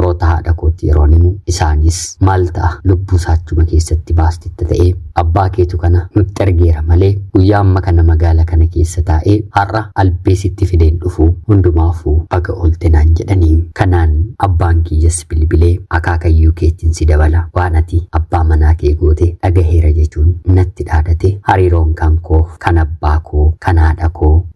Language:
Oromo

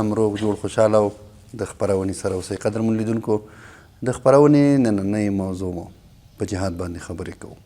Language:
Pashto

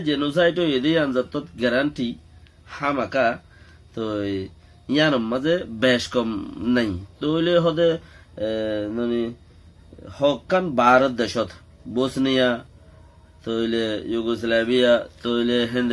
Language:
Rohingya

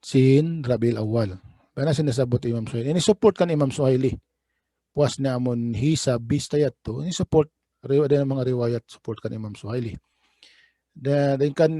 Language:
Tausug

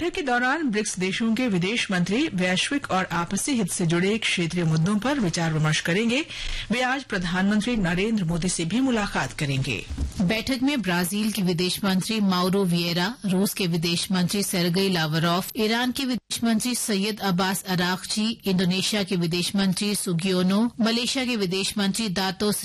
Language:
Hindi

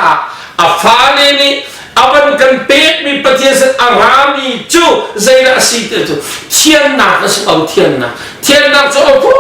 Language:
Hakha Chin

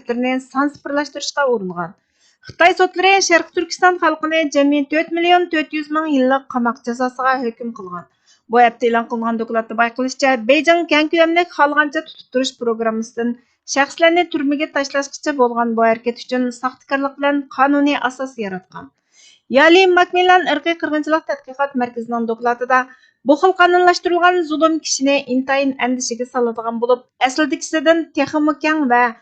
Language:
Uyghur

